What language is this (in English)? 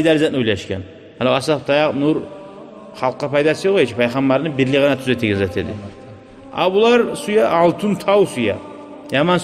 Kumyk